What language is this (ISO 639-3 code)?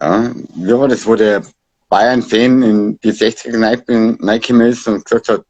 bar